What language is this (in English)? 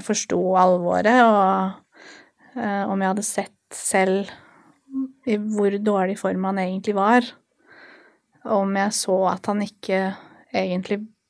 Norwegian